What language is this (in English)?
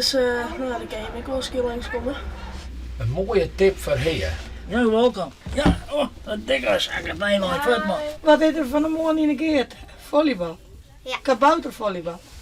Western Frisian